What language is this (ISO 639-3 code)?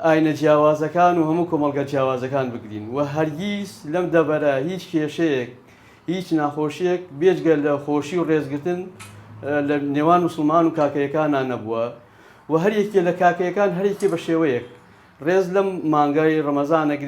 ckb